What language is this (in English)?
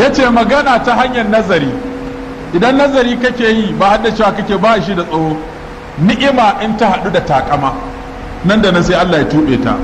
Hausa